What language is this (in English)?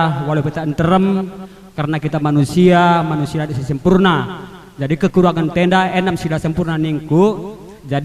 Batak Karo